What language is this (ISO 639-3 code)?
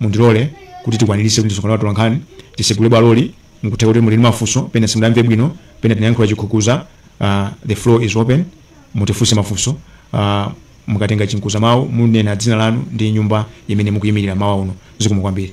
nya